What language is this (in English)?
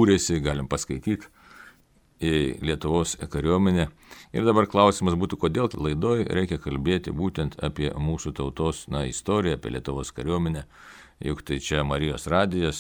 Lithuanian